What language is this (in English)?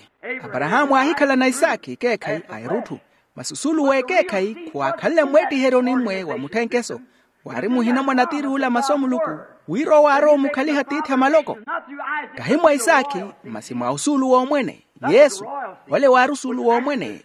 Makhuwa